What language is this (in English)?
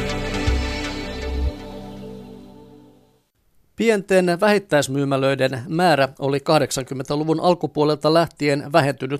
Finnish